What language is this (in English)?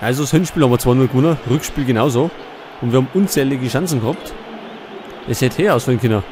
Bavarian